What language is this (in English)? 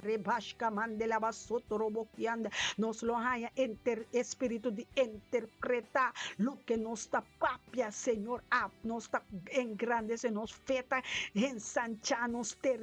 Papiamento